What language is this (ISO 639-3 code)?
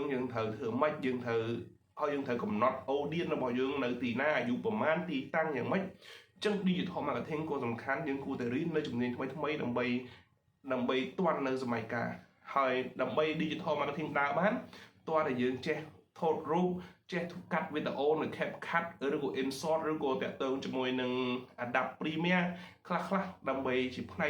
khm